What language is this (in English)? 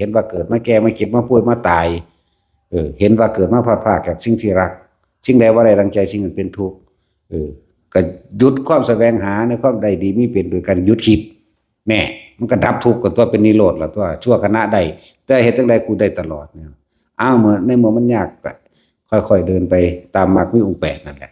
Northeastern Thai